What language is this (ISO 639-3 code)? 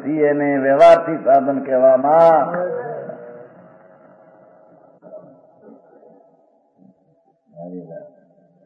guj